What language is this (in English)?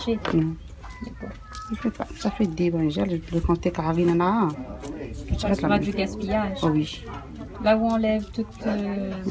Réunion Creole French